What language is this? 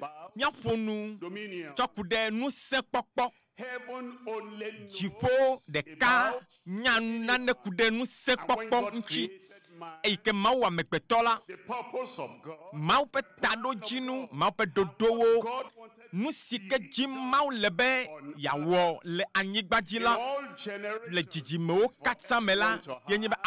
Ewe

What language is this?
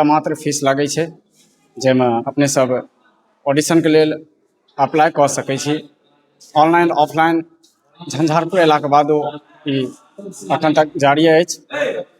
Maithili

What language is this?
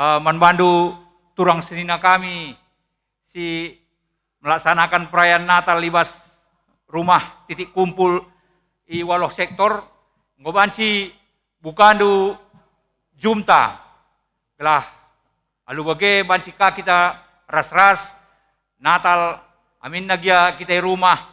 Batak Karo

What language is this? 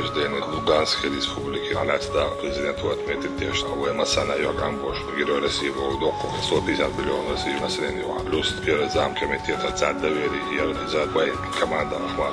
Chechen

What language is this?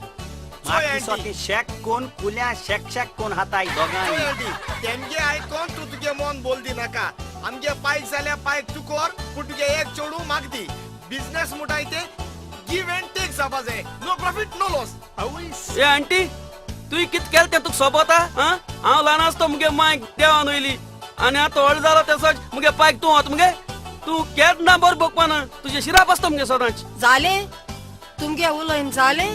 Konkani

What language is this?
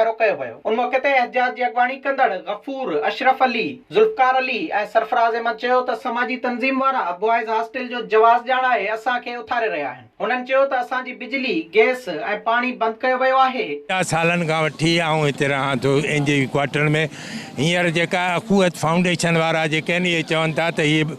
Sindhi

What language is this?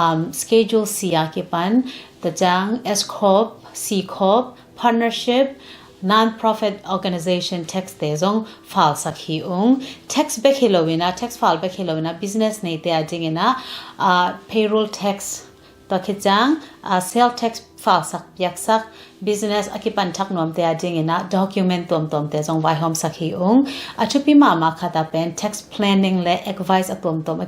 Tedim Chin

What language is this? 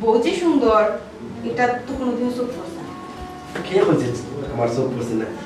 Sylheti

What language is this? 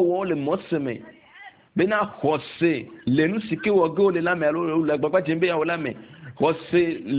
Ewe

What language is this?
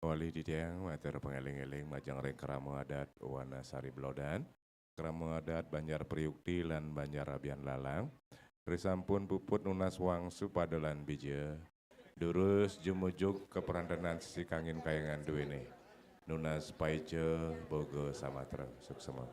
Balinese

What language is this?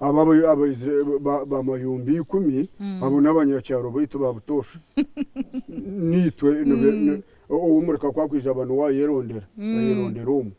Nyankole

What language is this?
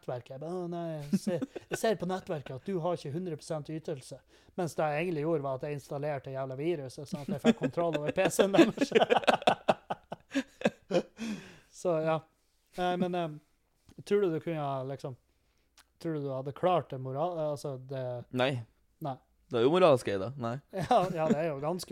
Norwegian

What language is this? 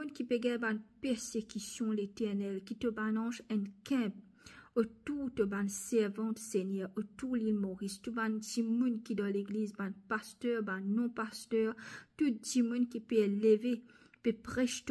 Morisyen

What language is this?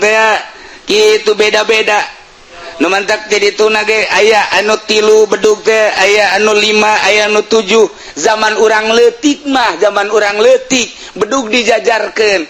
Sundanese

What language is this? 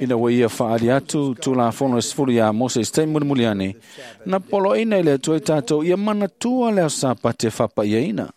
Samoan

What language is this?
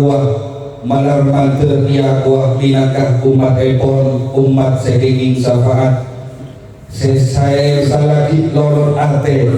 Madurese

